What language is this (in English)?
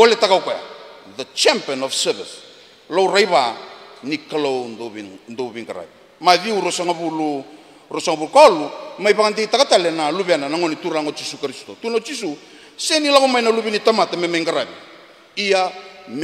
Fijian